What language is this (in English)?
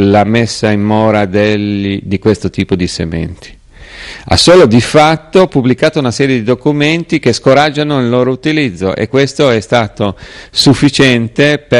Italian